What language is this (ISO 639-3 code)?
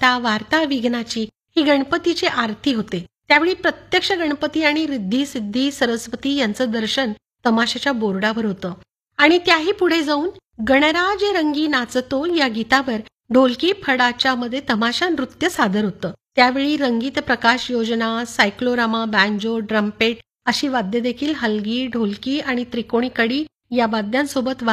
mar